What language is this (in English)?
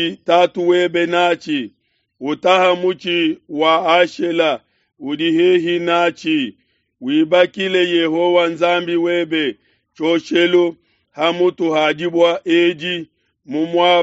Luba-Lulua